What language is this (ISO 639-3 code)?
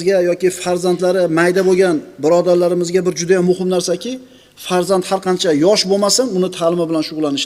uzb